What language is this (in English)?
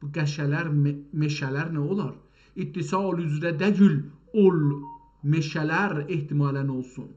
South Azerbaijani